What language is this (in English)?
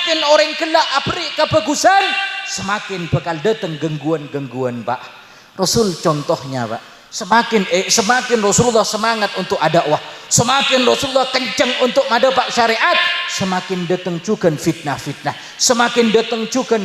Madurese